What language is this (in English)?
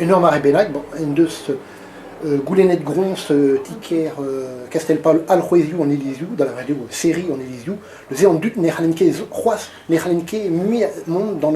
Breton